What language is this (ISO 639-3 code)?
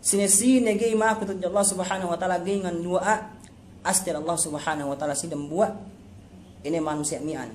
yka